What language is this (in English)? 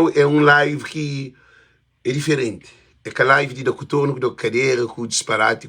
Kabuverdianu